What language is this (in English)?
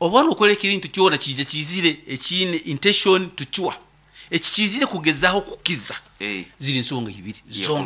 Nyoro